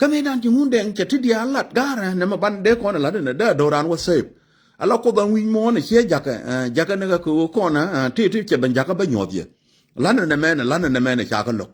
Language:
Nuer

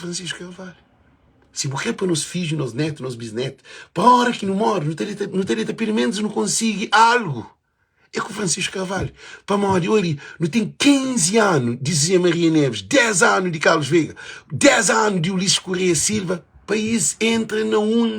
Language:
Kabuverdianu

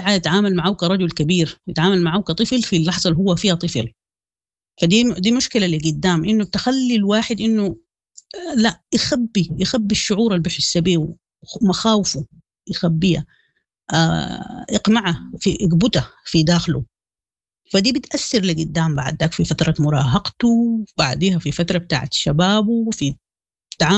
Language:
Sudanese Arabic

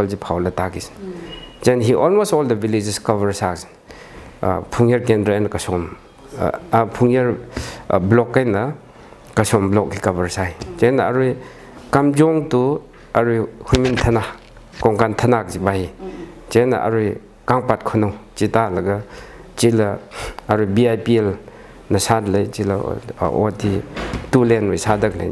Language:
Tangkhul Naga (India)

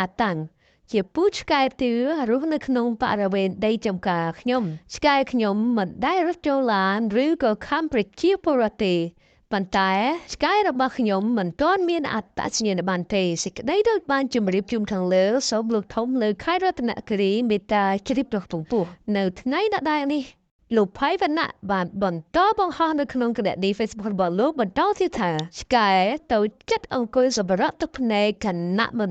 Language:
Khmer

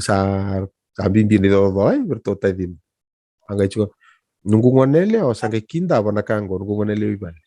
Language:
Fijian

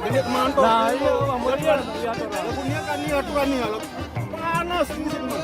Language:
Sasak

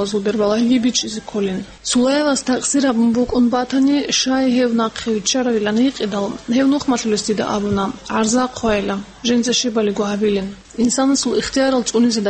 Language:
Avaric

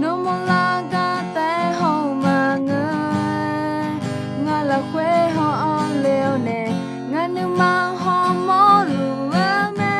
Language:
Akha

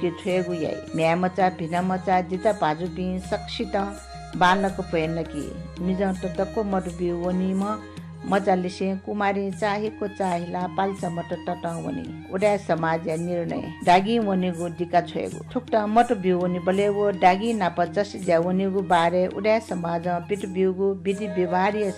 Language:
Newari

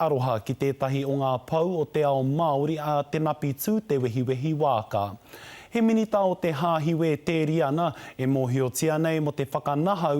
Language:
Māori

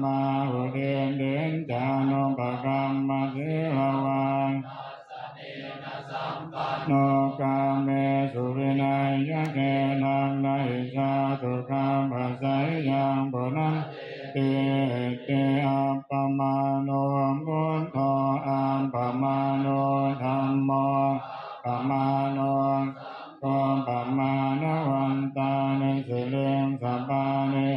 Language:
Pali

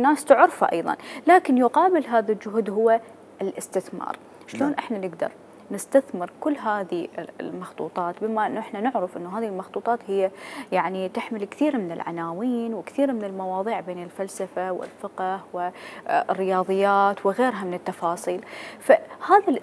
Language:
Mesopotamian Arabic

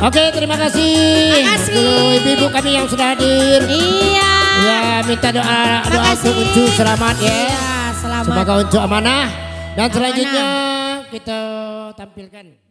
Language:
Minangkabau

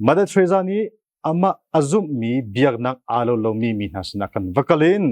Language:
Hakha Chin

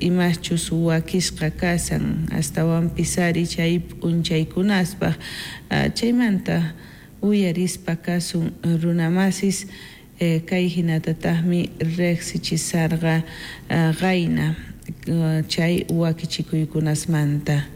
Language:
South Bolivian Quechua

